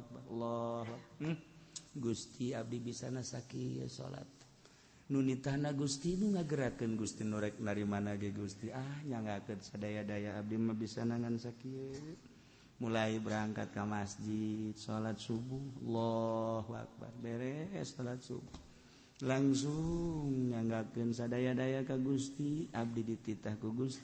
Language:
Sundanese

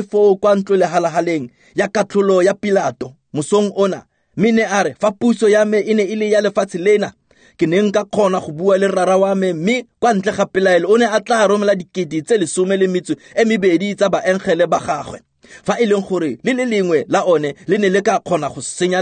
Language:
Tswana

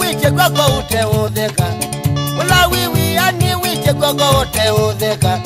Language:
Kamba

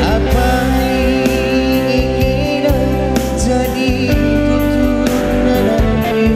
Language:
Batak Karo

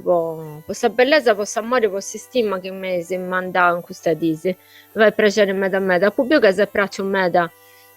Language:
Sardinian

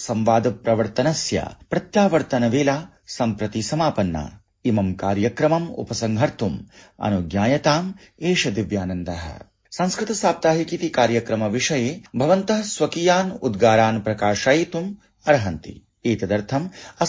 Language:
Sanskrit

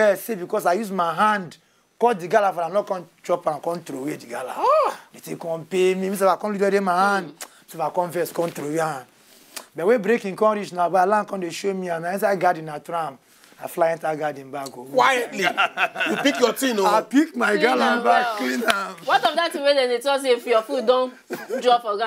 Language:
Nigerian Pidgin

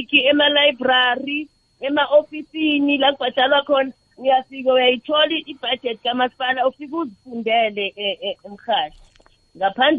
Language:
South Ndebele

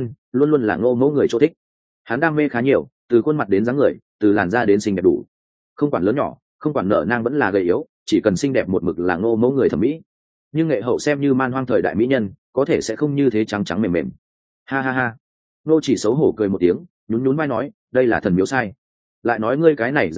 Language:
Vietnamese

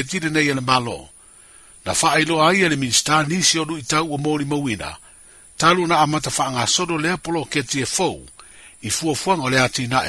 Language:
Samoan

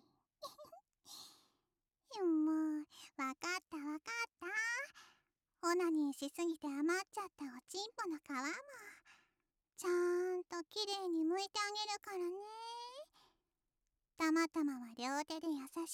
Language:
Japanese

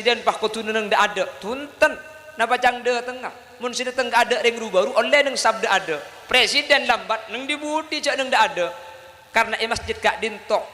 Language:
Madurese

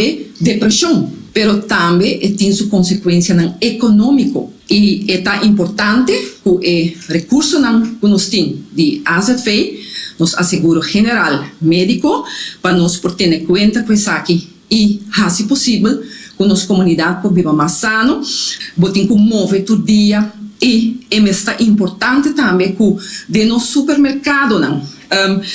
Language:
Papiamento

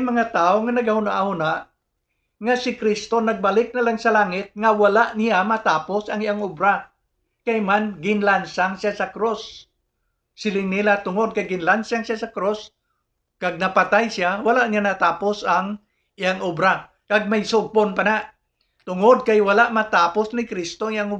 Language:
Hiligaynon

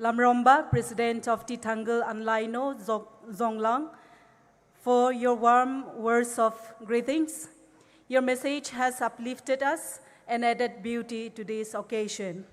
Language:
Poumei Naga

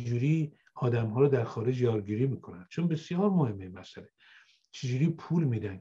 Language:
Persian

